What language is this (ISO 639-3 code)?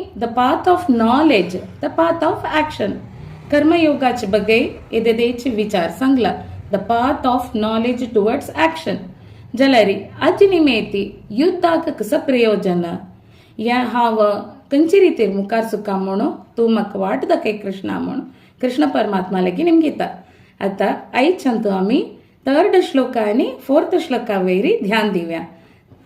kok